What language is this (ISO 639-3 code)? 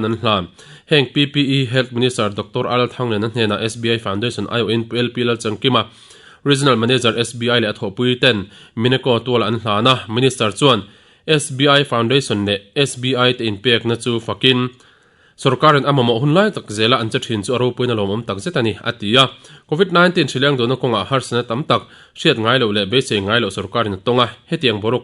lus